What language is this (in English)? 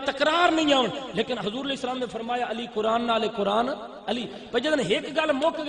Saraiki